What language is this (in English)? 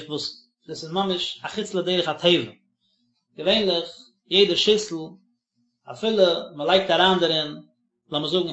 Yiddish